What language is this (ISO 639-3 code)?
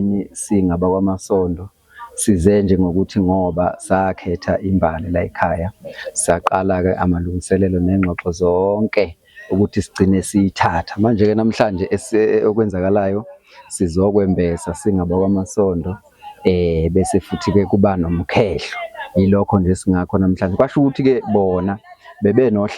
zul